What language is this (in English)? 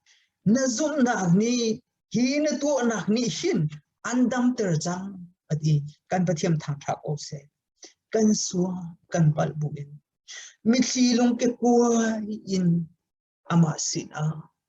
Hakha Chin